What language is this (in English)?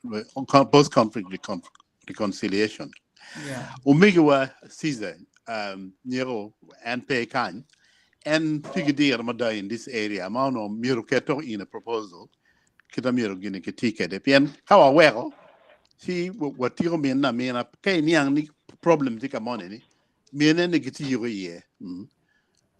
Acoli